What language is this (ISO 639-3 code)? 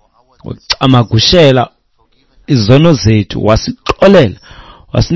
xho